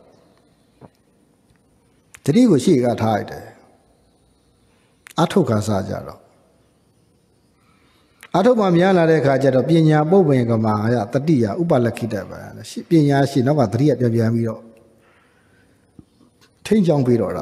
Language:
Burmese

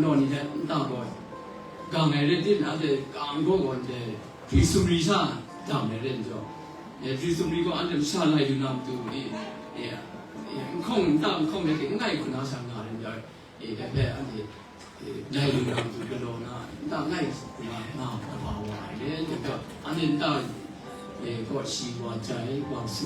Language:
Kachin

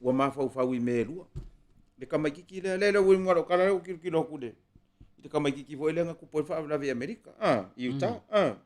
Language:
Samoan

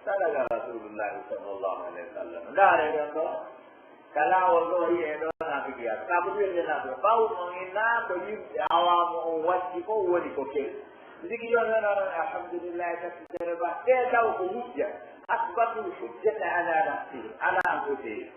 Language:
Pular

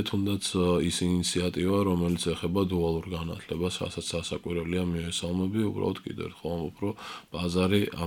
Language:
Georgian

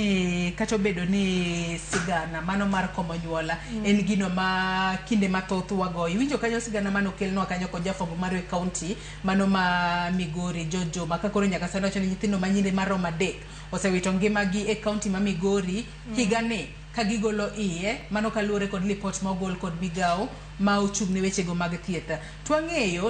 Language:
Luo (Kenya and Tanzania)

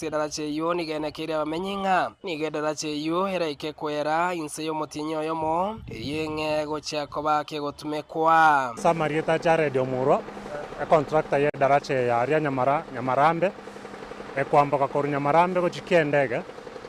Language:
Gusii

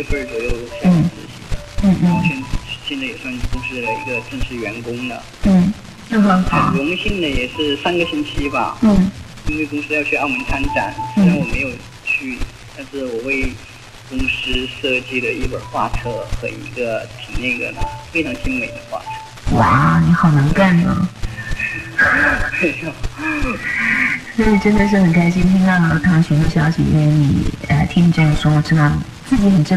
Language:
Chinese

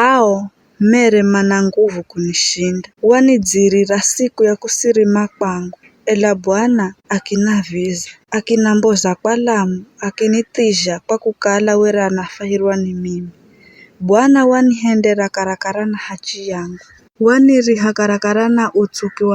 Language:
Giryama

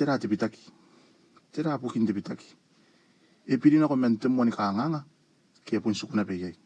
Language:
Gilbertese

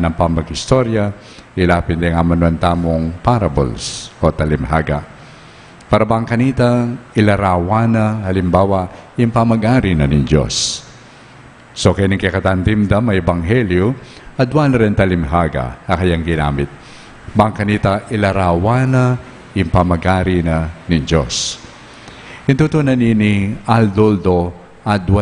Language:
Pampanga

